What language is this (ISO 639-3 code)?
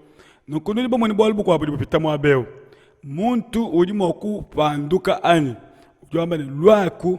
lua